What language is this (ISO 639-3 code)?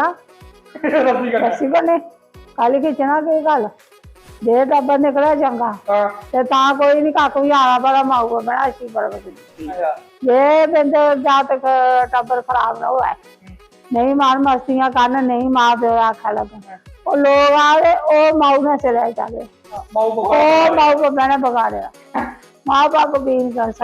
doi